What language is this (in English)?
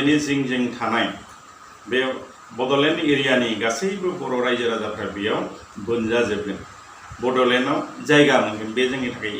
Bodo